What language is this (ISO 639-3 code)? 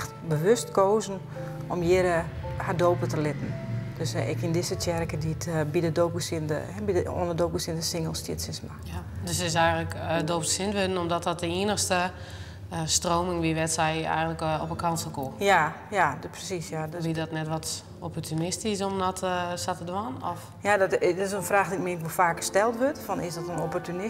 fry